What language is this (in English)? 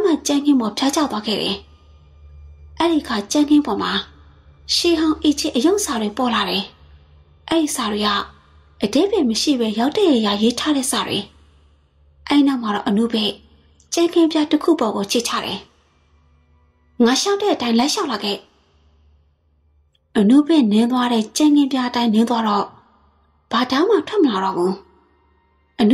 Burmese